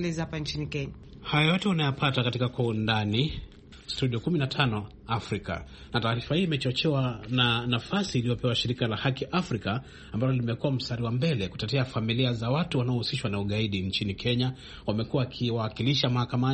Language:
Swahili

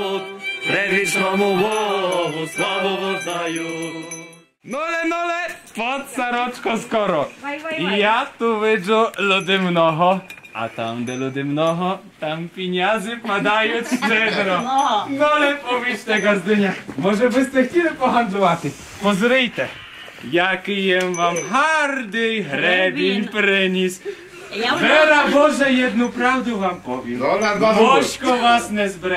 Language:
Rusyn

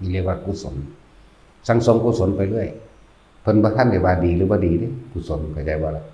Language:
Northeastern Thai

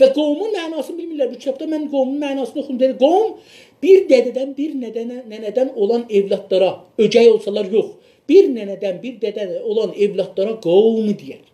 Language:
South Azerbaijani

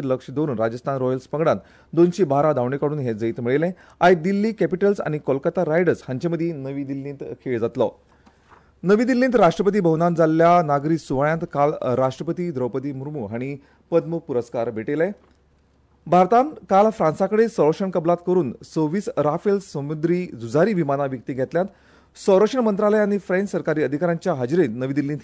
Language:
Konkani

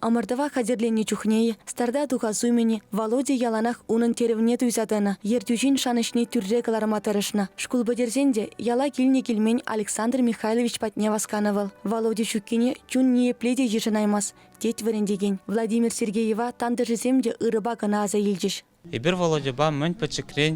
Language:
Chuvash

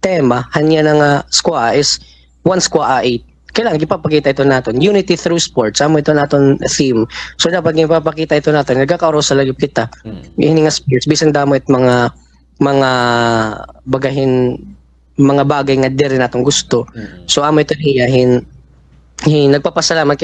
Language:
Waray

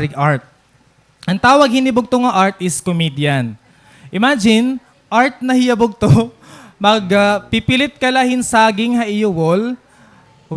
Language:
Waray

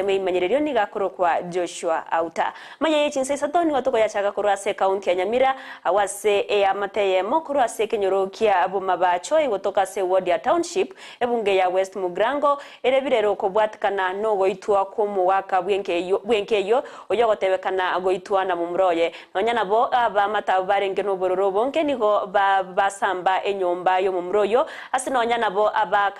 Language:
Gusii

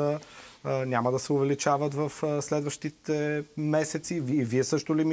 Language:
Bulgarian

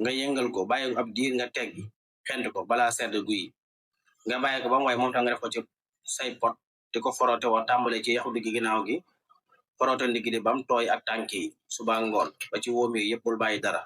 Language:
Wolof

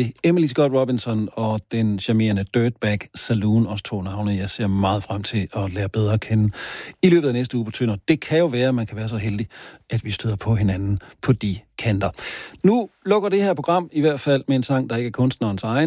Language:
Danish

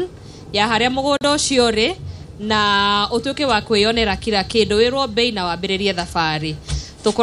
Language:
Kikuyu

